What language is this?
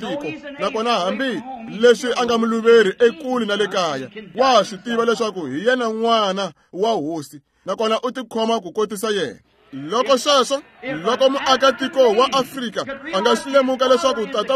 Tsonga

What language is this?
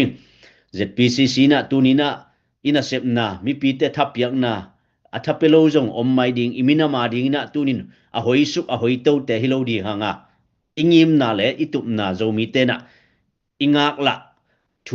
Tedim Chin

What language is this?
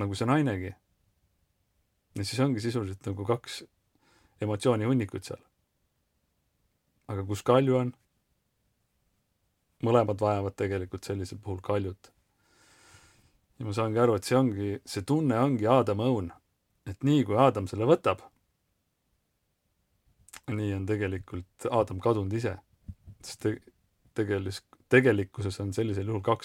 Estonian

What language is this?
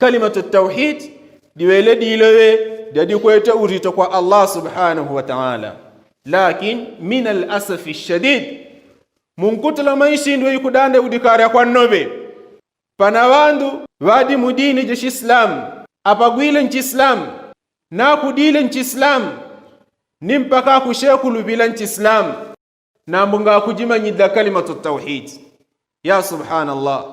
Yao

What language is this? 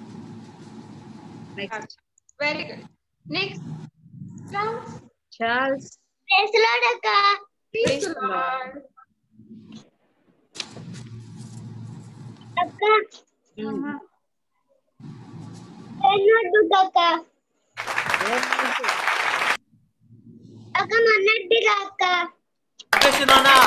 Telugu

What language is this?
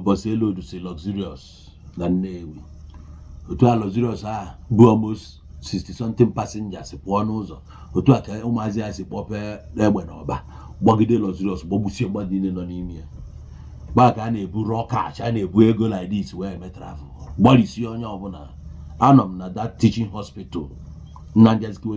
Igbo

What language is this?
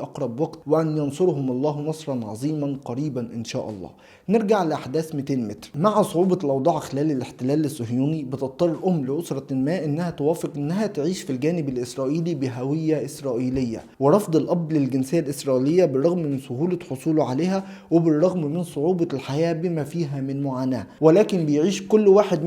Egyptian Arabic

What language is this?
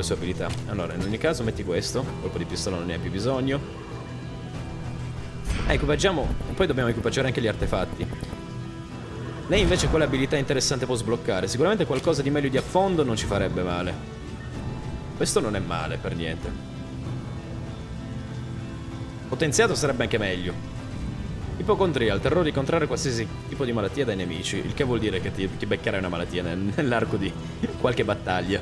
Italian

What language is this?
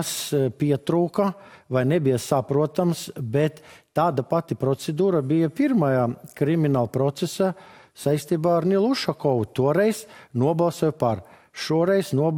Latvian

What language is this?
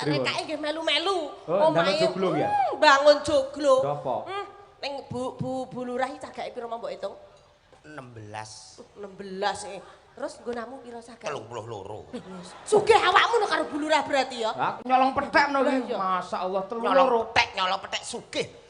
Javanese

